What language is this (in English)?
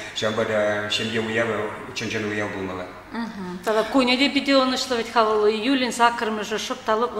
Chuvash